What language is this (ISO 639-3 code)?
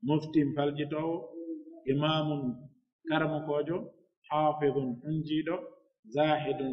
fuf